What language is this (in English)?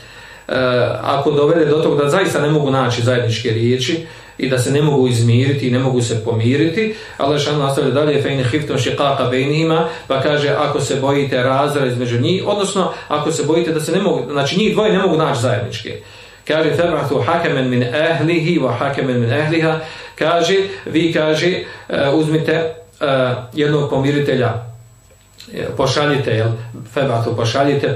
Bosnian